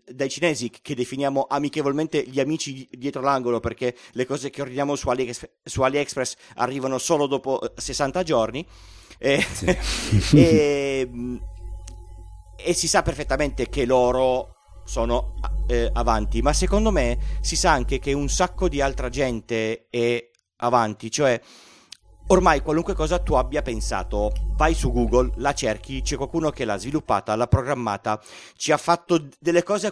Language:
Italian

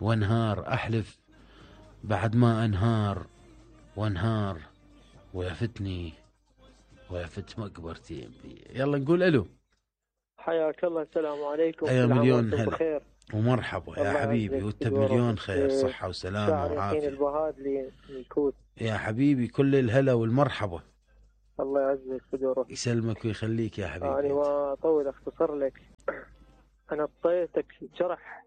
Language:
Mesopotamian Arabic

